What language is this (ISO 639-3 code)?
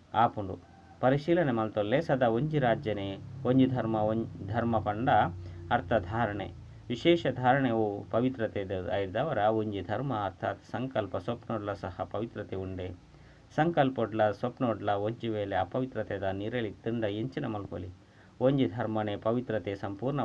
tcy